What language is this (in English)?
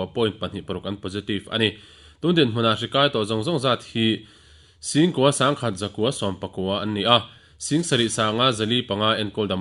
Mizo